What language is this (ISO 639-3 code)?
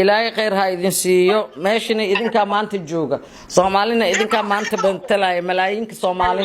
som